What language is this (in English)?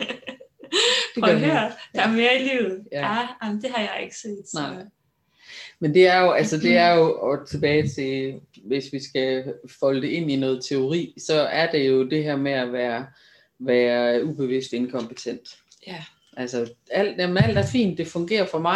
Danish